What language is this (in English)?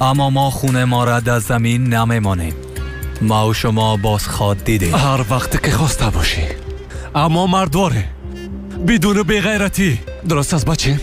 Persian